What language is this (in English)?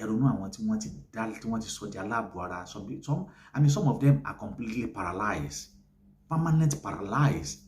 Yoruba